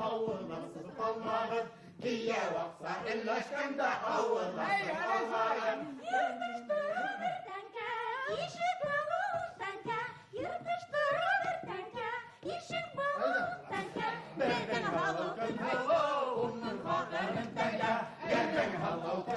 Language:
Bashkir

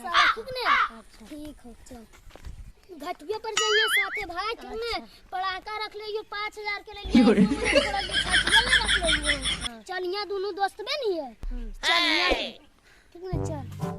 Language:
Magahi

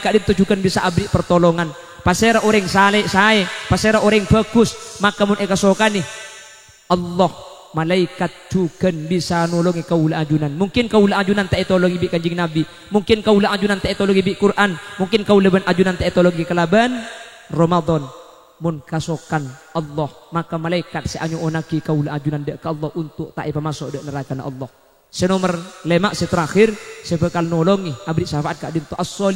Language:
Madurese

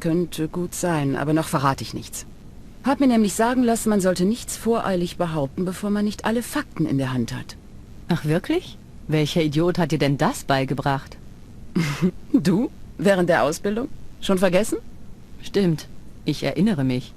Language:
Bavarian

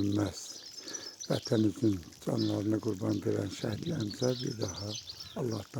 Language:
Azerbaijani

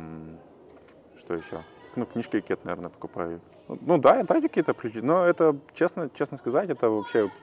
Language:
Russian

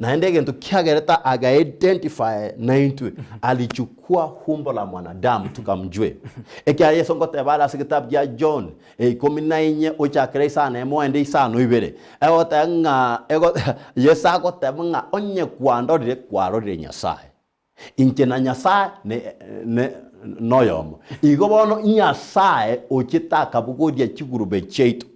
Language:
Gusii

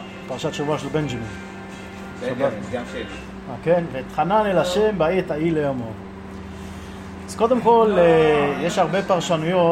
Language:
Hebrew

